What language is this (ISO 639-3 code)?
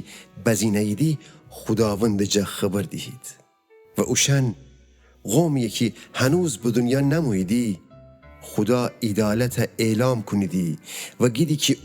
glk